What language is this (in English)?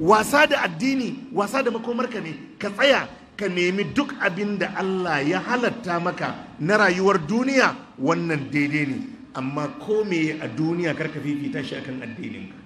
Hausa